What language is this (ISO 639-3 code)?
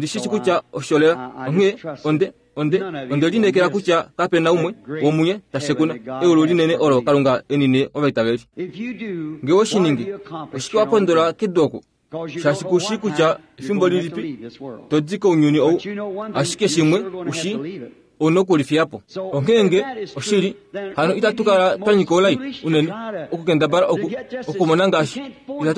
kua